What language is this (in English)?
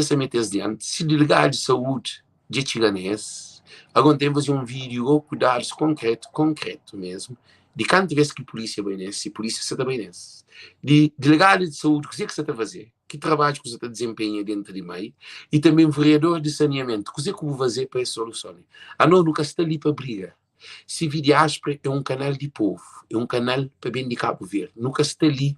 Kabuverdianu